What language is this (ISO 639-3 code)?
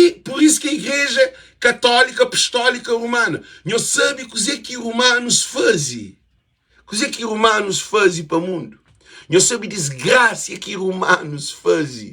kea